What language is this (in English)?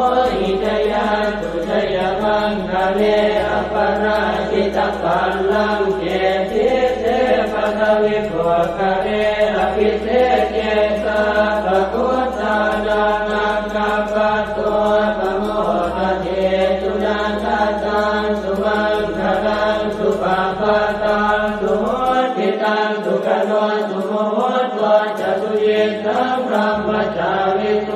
Pali